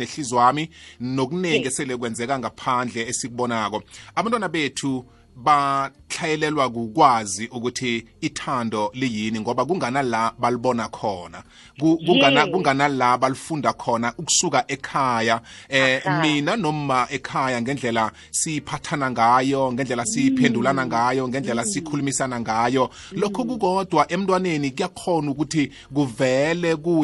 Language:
South Ndebele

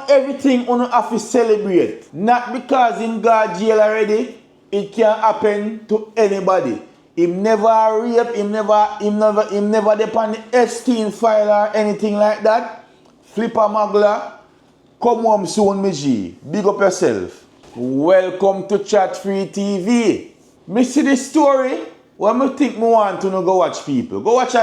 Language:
Jamaican Creole English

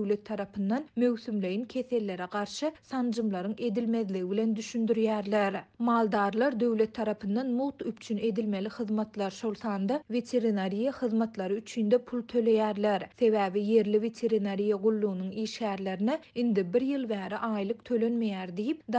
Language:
Turkmen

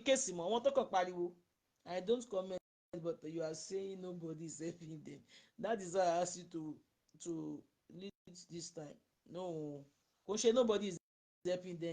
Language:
Yoruba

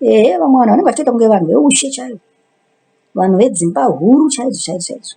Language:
Shona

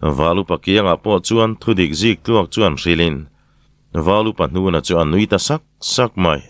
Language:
Mizo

